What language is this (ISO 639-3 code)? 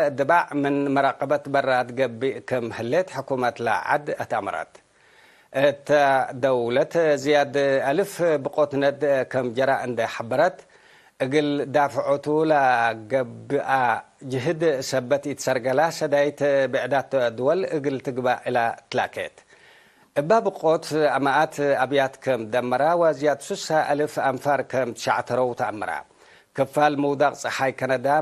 tig